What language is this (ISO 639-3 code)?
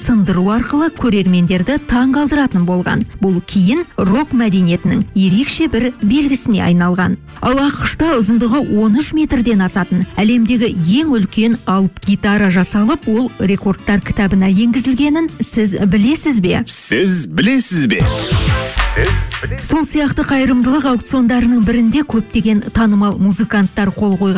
kaz